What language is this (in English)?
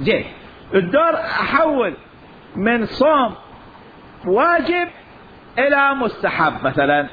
Mesopotamian Arabic